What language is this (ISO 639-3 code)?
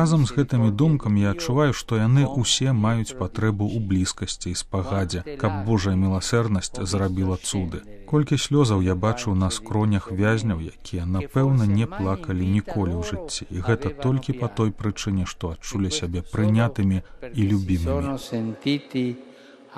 bel